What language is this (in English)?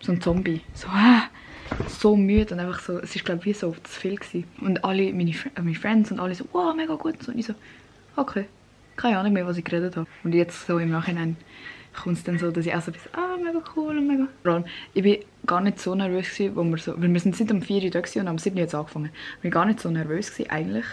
Swiss German